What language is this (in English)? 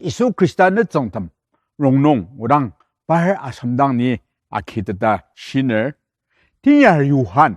Ao Naga